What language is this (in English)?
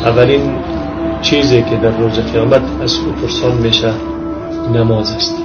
Tajik